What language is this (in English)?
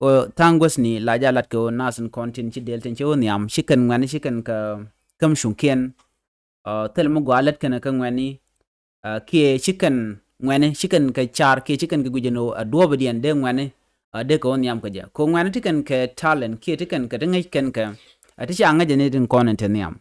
Nuer